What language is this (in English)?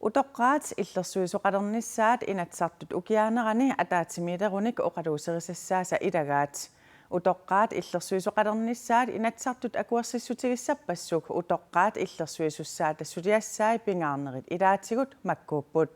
Kalaallisut